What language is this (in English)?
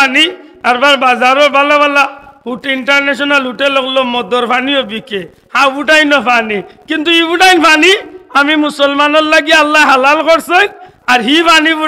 Sylheti